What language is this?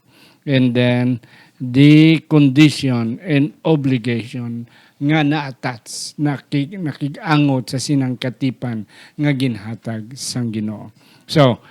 Hiligaynon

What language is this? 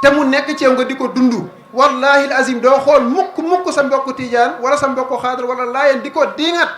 Wolof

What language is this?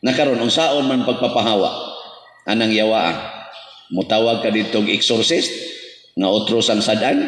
Cebuano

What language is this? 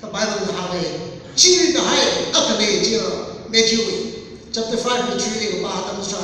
Tangkhul Naga (India)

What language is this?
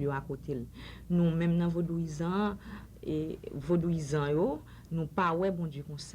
Haitian Creole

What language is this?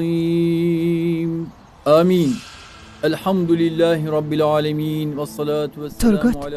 Persian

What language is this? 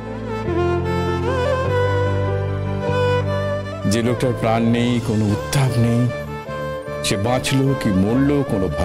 Bangla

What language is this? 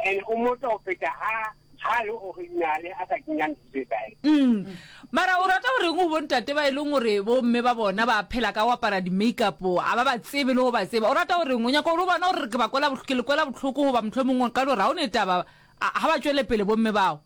Northern Sotho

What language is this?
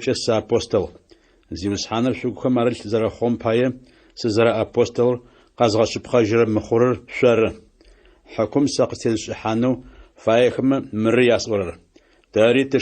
Adyghe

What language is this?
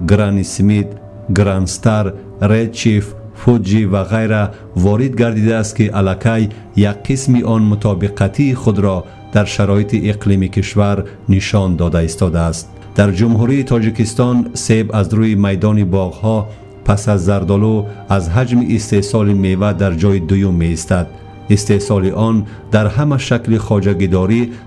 Tajik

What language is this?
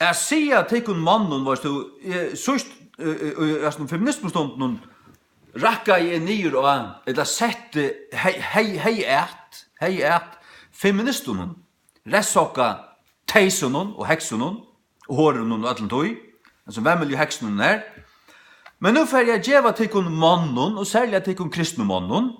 Faroese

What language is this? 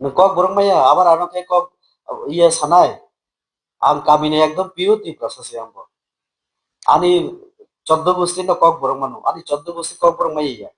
Kok Borok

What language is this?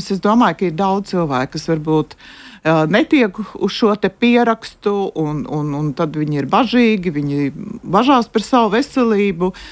Latvian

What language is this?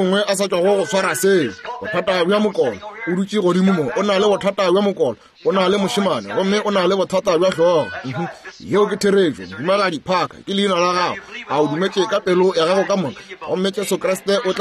Northern Sotho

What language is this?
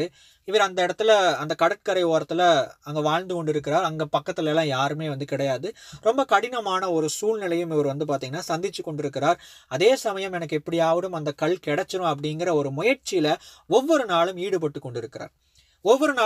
Tamil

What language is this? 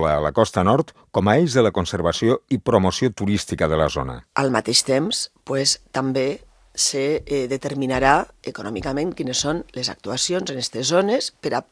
Catalan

